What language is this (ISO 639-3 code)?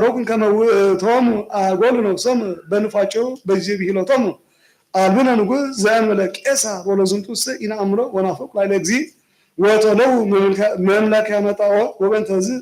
gez